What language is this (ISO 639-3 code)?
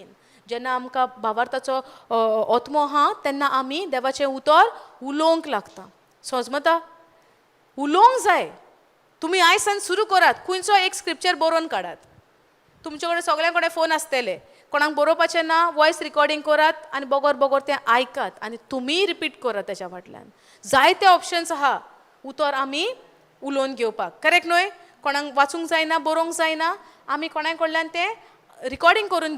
kok